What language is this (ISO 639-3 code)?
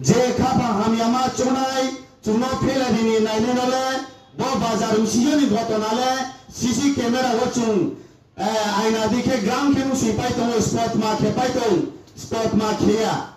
ria